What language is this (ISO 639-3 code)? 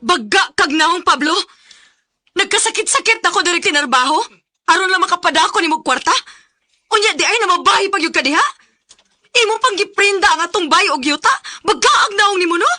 ceb